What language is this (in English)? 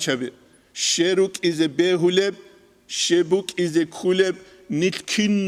Avaric